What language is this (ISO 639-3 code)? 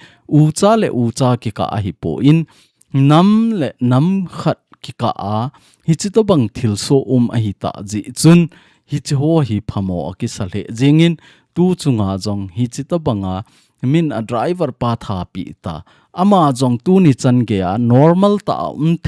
tcz